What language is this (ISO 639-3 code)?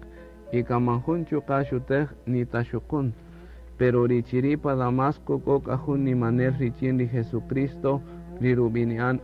cak